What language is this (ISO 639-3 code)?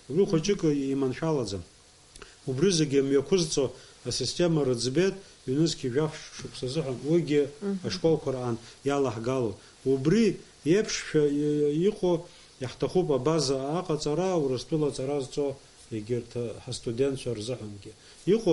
abk